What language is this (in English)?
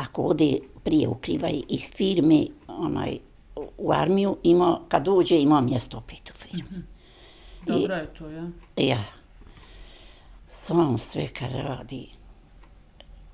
Bosnian